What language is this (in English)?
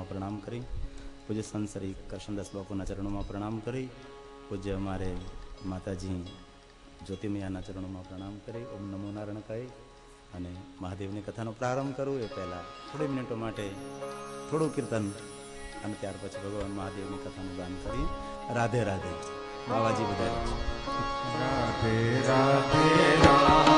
Gujarati